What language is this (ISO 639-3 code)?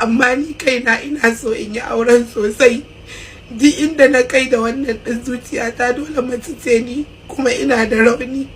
hau